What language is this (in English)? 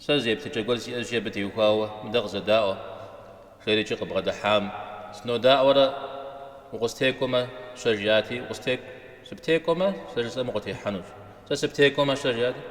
Kabardian